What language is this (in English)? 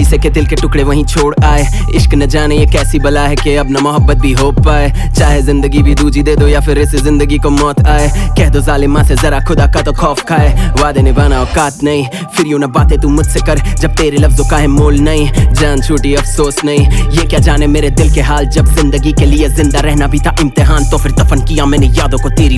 Hindi